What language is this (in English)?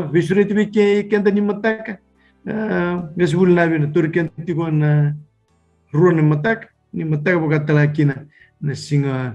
Fijian